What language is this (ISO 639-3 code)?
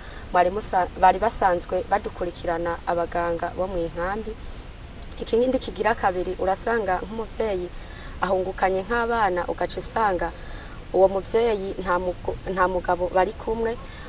run